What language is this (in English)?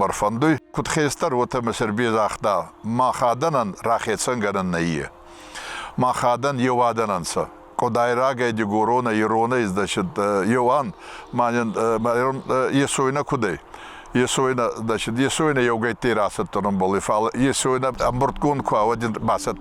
Ossetic